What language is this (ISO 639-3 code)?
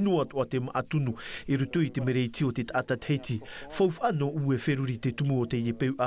tah